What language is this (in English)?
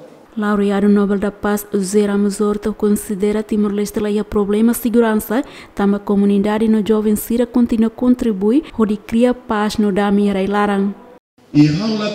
Tetum